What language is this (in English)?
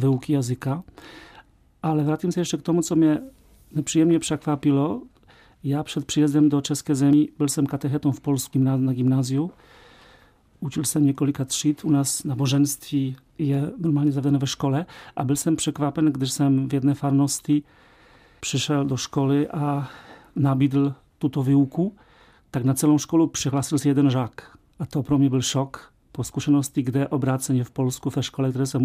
Czech